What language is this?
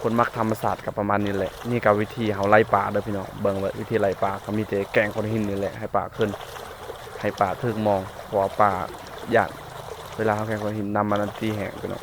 Lao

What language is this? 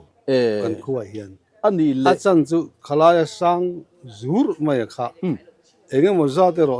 Mizo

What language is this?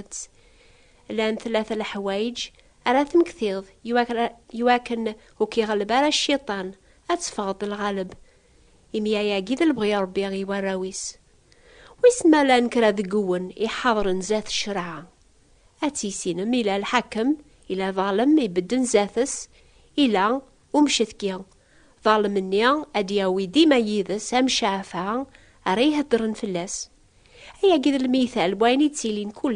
Kabyle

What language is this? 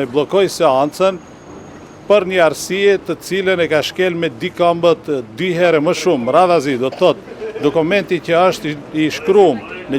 Albanian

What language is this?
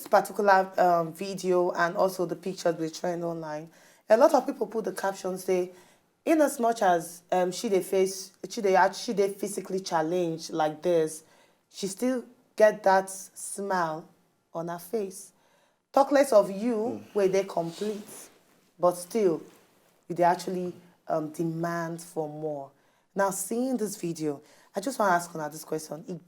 Nigerian Pidgin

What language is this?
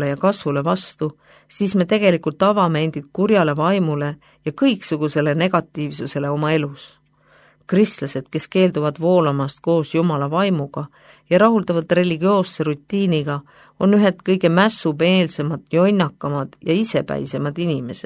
Estonian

